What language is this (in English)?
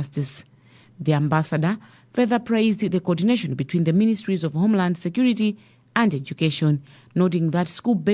English